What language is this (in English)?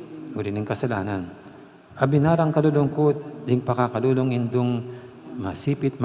Pampanga